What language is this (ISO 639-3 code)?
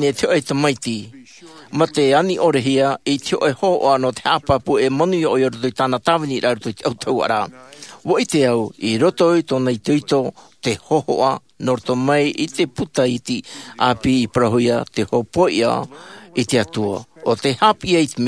tah